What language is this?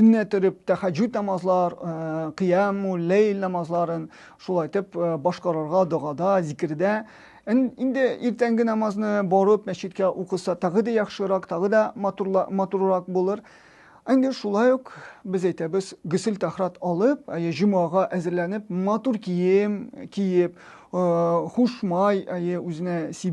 Tatar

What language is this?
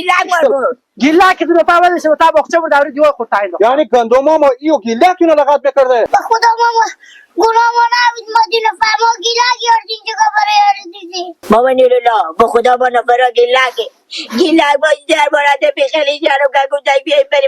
Hazaragi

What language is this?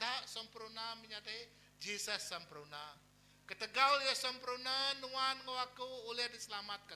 Iban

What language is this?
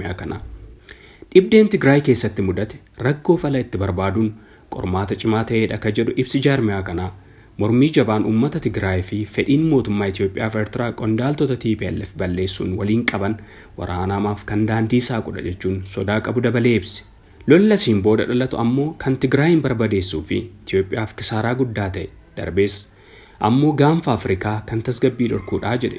Oromo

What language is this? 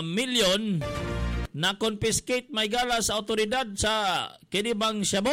Cebuano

